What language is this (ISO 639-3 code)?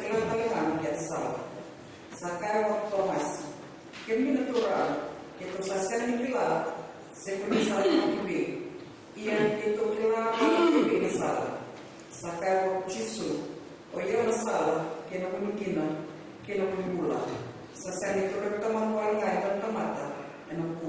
fij